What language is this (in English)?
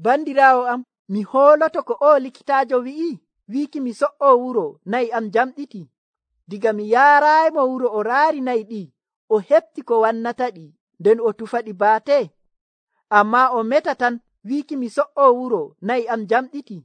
Nigerian Fulfulde